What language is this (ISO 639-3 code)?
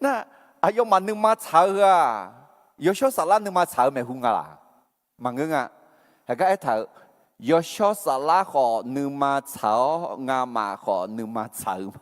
ahk